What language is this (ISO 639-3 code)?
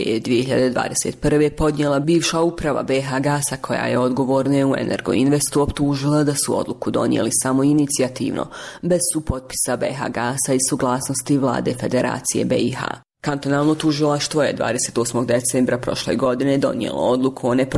bos